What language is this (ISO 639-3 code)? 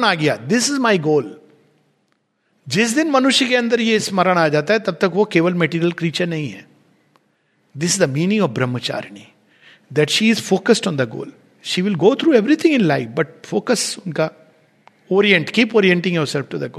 hin